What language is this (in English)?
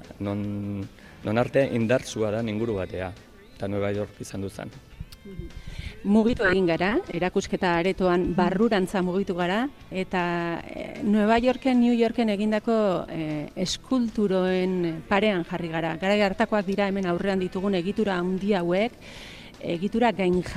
Basque